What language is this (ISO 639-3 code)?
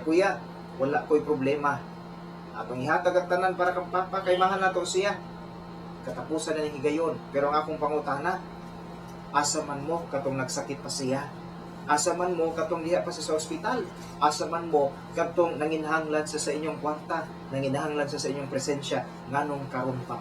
ceb